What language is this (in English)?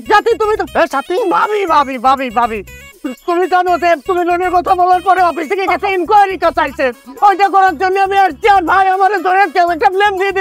Bangla